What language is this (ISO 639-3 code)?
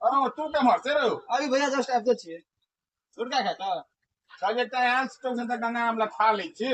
mai